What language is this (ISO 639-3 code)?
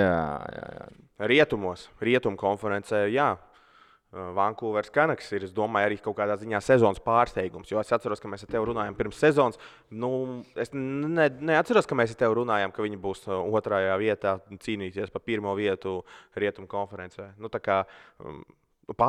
lav